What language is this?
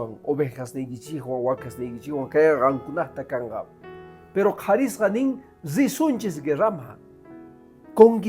Quechua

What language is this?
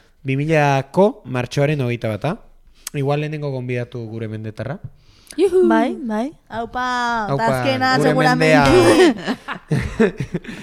Basque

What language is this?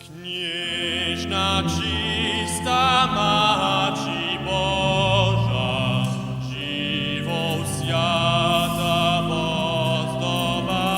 Upper Sorbian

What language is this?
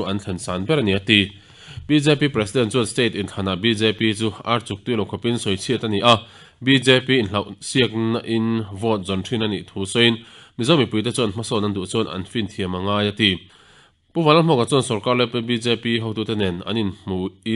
Mizo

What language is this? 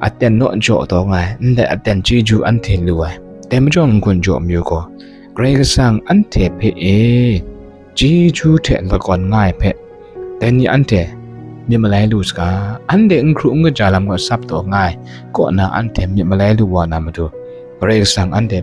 Kachin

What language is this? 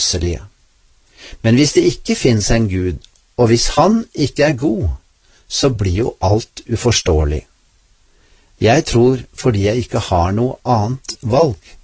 Norwegian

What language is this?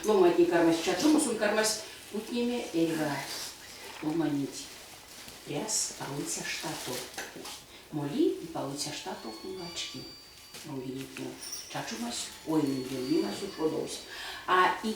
Erzya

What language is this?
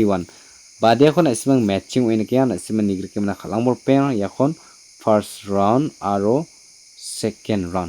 Garo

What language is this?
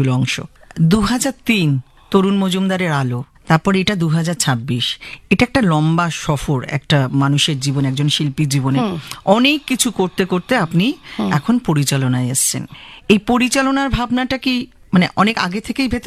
Bangla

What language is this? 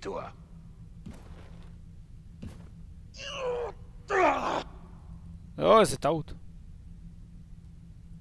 Hebrew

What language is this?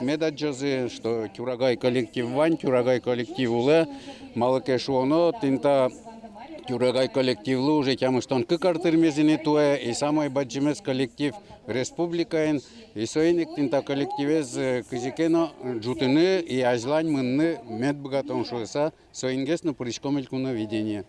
Udmurt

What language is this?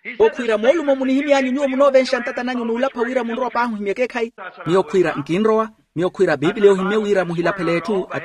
Makhuwa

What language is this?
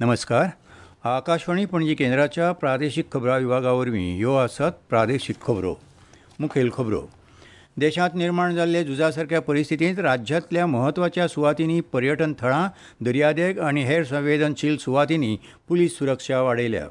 Konkani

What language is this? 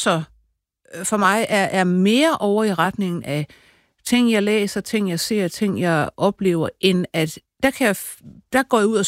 Danish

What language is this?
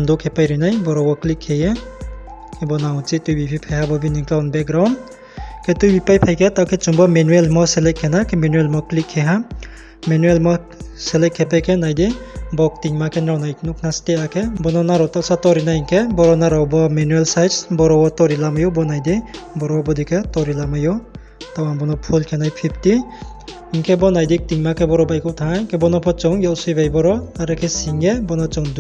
Riang (India)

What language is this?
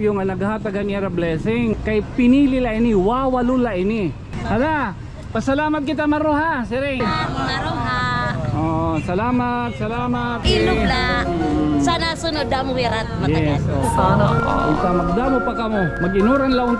Waray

